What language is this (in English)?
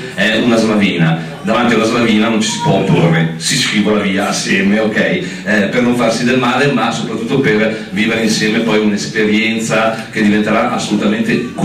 Italian